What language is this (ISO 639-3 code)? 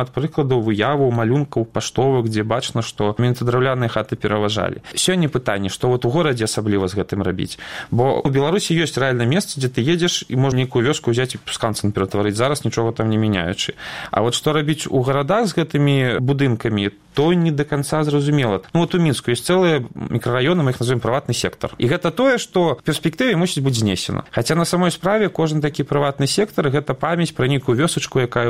bel